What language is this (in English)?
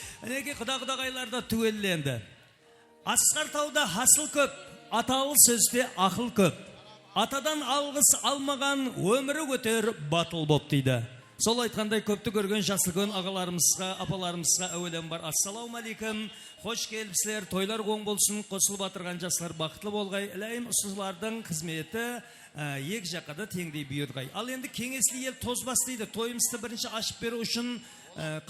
Kara-Kalpak